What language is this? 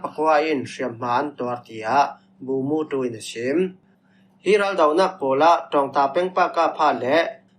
Falam Chin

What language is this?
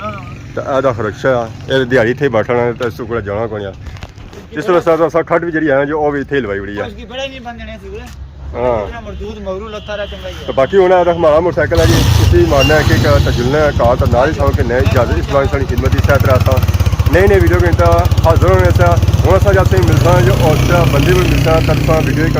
Pahari-Potwari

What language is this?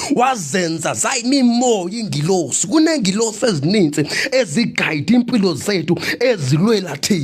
Zulu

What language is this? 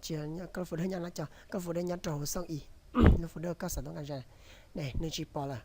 Hmong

